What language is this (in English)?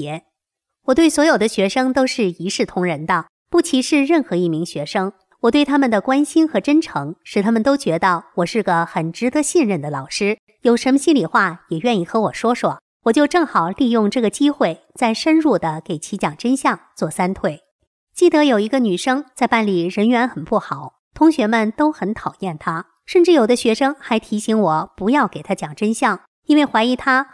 Chinese